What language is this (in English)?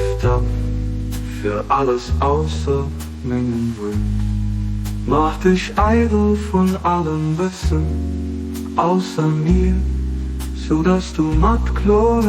Luxembourgish